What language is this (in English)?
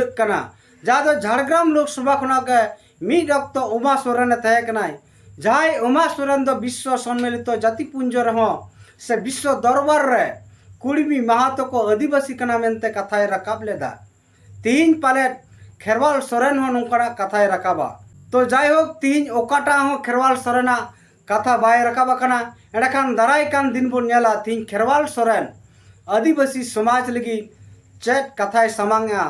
Santali